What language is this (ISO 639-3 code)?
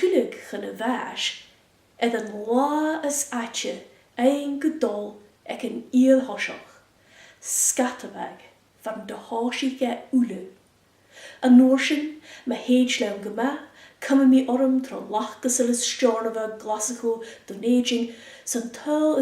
gla